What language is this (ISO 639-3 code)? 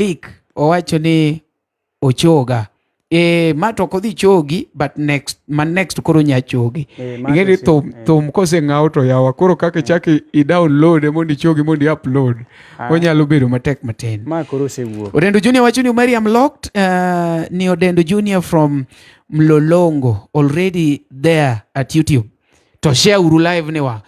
luo